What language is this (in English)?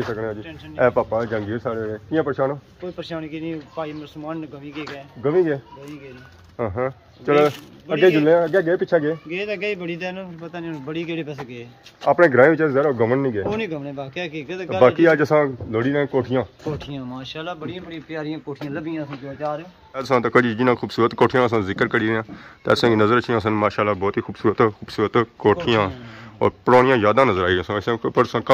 Pahari-Potwari